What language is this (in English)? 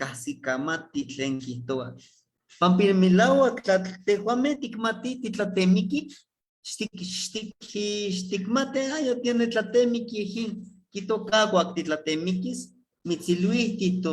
Eastern Huasteca Nahuatl